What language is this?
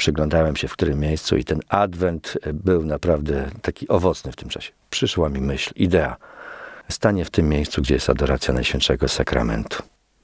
Polish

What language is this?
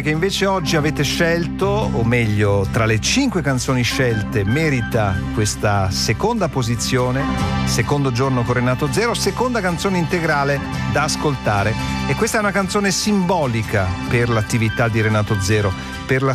Italian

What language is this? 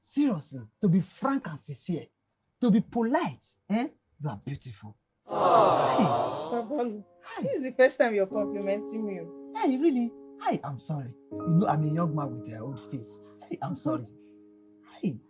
Nigerian Pidgin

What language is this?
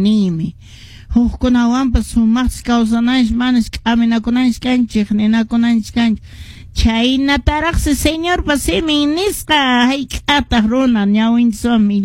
Quechua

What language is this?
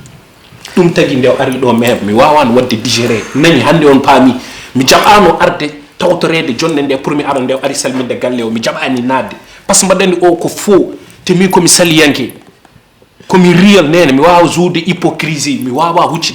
Fula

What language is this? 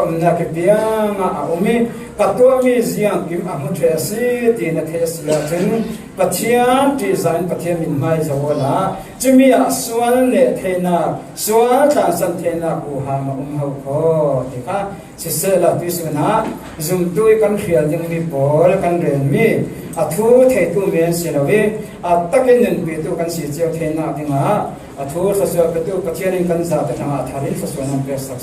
Falam Chin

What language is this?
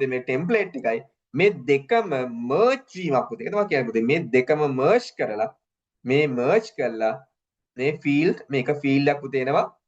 Sinhala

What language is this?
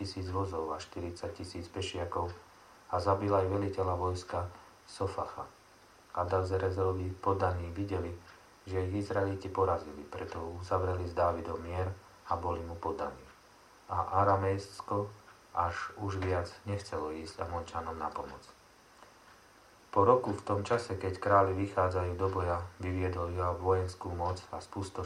Slovak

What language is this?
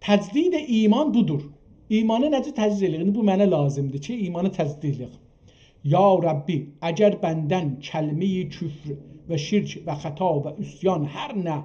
South Azerbaijani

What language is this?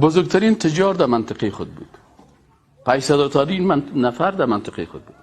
Persian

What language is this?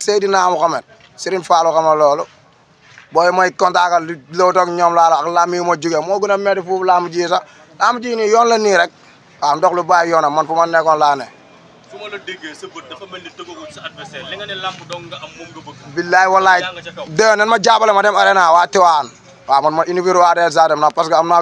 Wolof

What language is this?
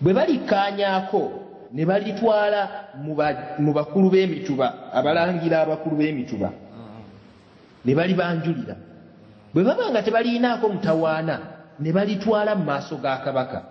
Ganda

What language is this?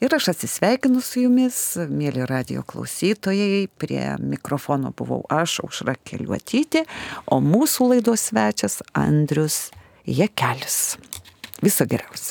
Lithuanian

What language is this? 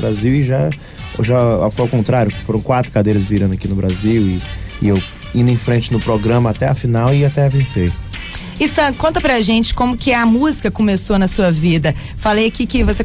Portuguese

